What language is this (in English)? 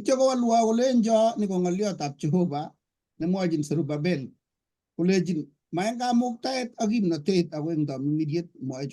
Kalenjin